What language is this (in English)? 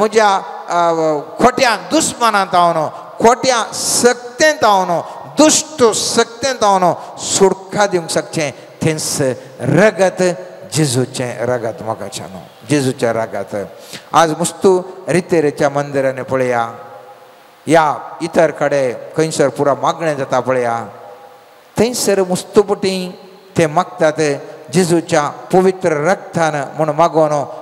Konkani